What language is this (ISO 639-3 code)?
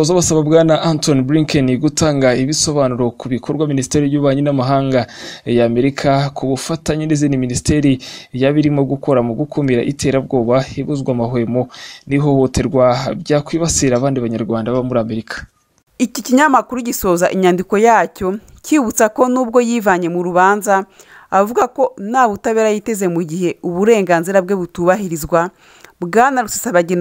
kin